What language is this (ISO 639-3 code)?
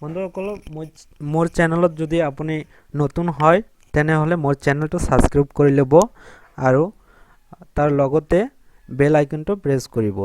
asm